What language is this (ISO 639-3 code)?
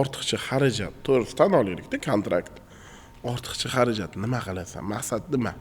uzb